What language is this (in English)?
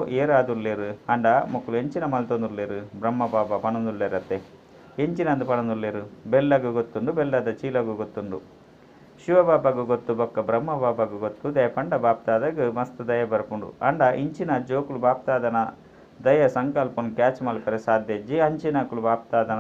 Tulu